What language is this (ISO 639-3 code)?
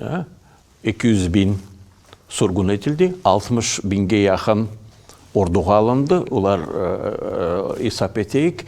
crh